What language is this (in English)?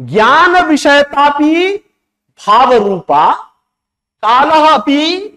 Sanskrit